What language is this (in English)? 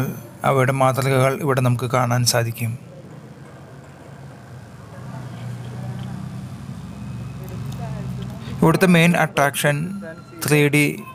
Malayalam